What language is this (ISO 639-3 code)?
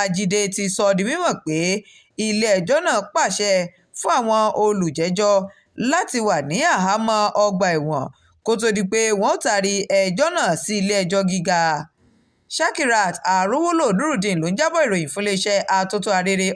yor